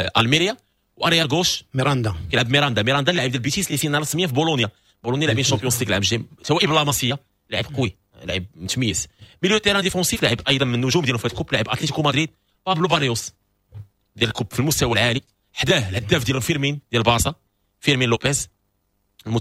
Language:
Moroccan Arabic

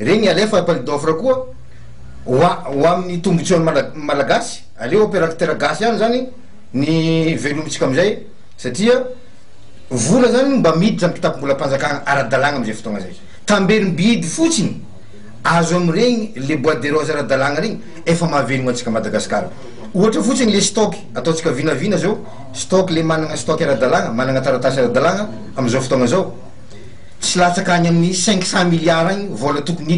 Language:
Malagasy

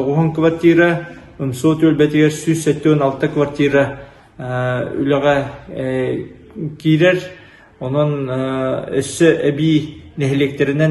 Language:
Yakut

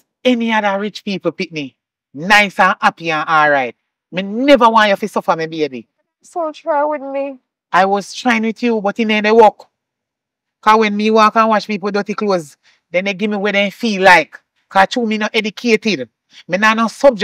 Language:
Jamaican Creole English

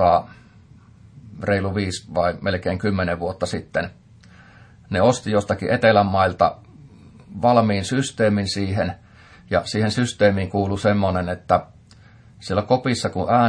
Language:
Finnish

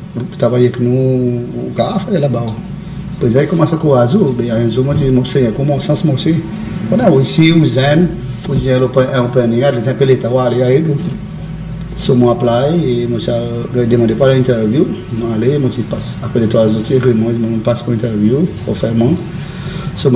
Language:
Seselwa Creole French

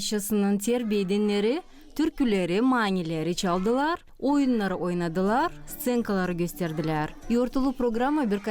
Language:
Gagauz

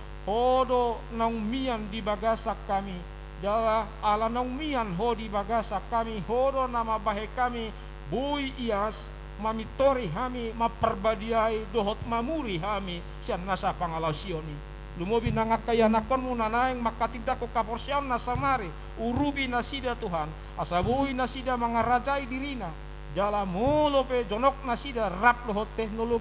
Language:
Batak Toba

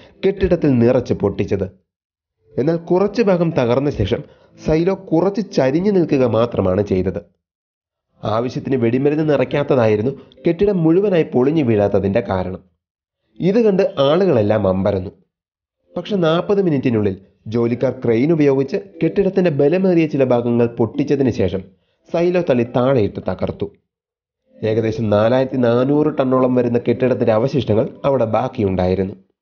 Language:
Malayalam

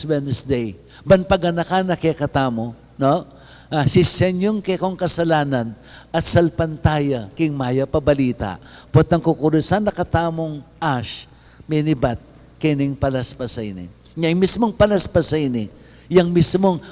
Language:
Pampanga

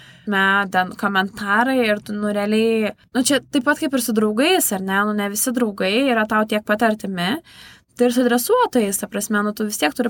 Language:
Lithuanian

